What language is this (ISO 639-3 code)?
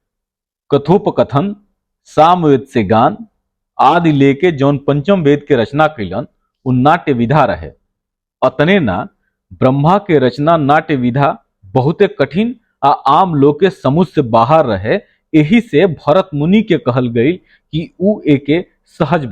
bho